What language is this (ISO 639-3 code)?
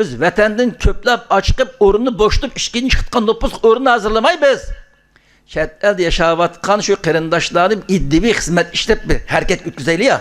uig